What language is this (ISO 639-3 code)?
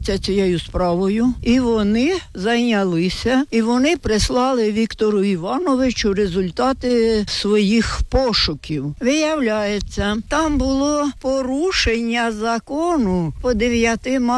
ukr